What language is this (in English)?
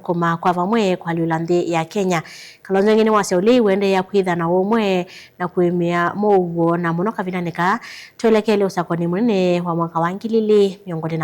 Kamba